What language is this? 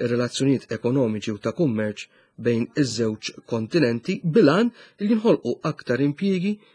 Maltese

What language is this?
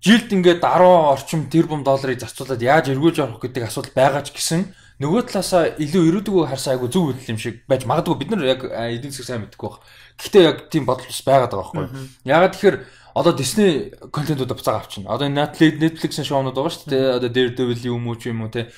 Mongolian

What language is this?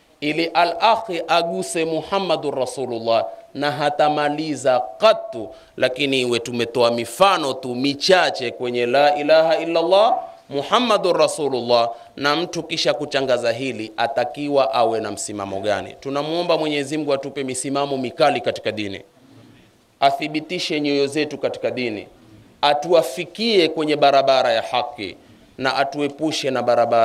Swahili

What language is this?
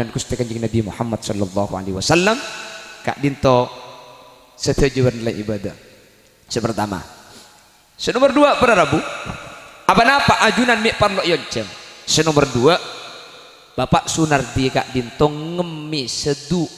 Madurese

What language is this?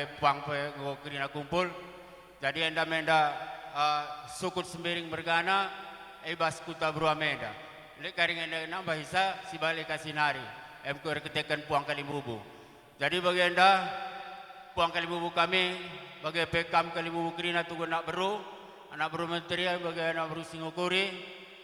Batak Karo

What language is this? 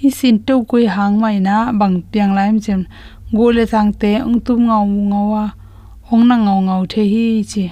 Tedim Chin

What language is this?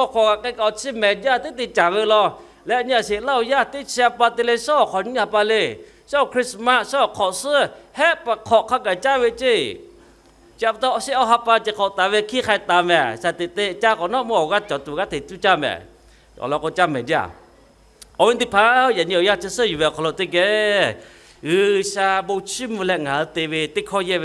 Lahu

